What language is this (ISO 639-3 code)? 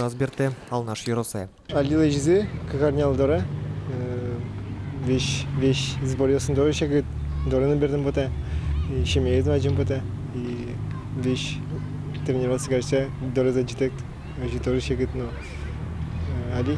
udm